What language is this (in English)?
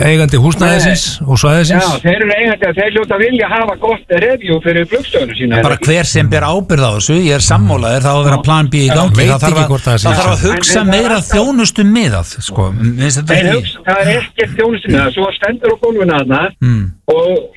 Icelandic